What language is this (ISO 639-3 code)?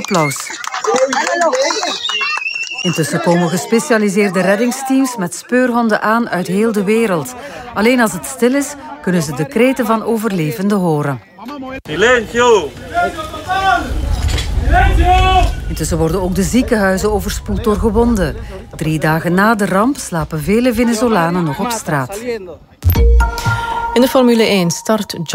nld